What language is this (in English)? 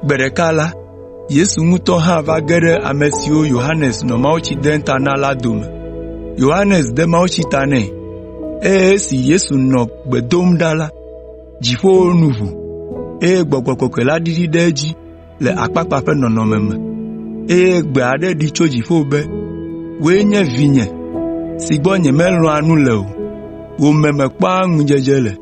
Ewe